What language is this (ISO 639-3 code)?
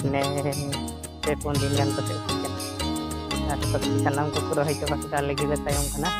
sat